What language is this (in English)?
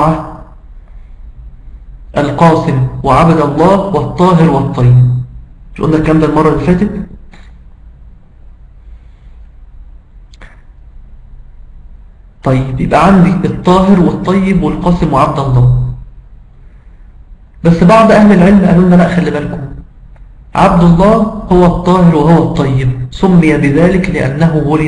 Egyptian Arabic